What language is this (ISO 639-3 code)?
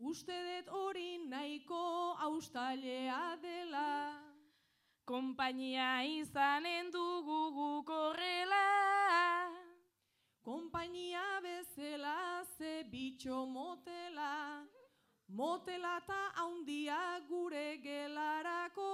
eus